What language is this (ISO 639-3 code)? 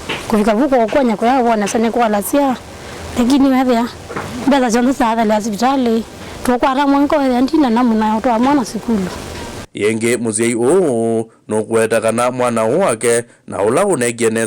kam